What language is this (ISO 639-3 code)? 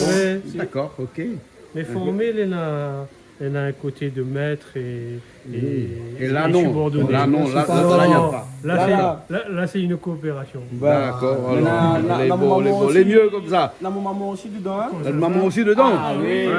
rcf